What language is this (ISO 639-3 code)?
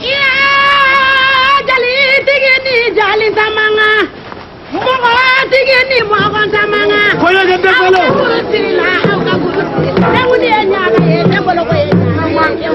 bam